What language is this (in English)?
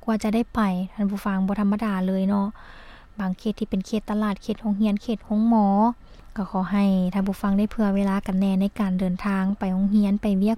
Lao